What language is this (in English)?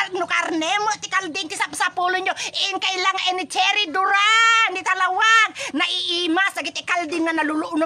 Iloko